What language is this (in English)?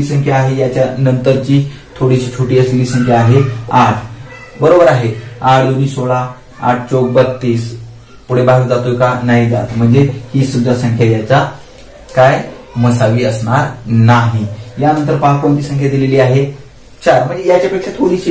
Marathi